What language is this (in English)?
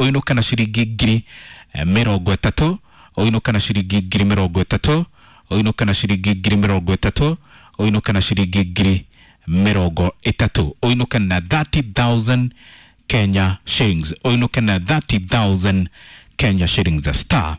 Kikuyu